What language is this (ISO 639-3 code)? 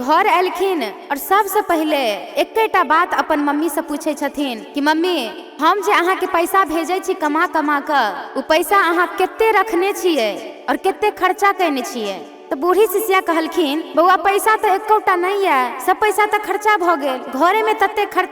mai